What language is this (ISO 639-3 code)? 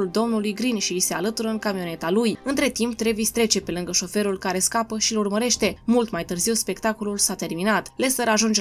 ron